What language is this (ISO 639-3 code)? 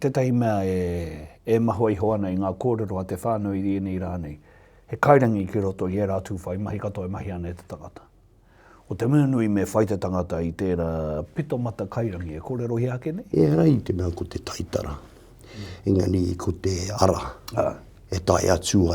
mri